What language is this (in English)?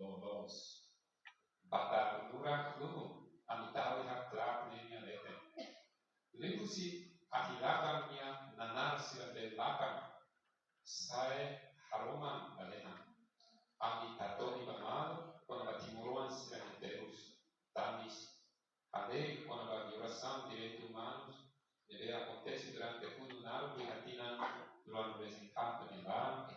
Tetum